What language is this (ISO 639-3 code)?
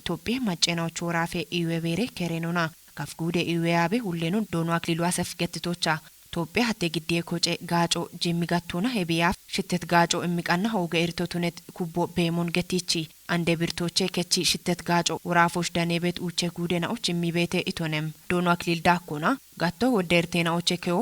kbr